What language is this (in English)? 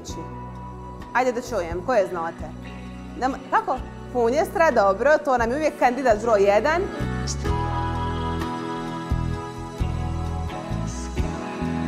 Croatian